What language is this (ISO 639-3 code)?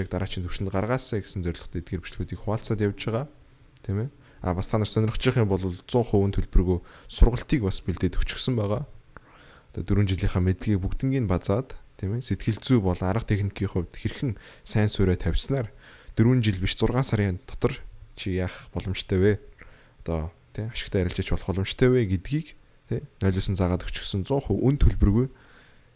mon